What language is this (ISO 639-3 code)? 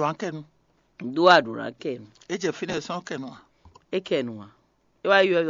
fon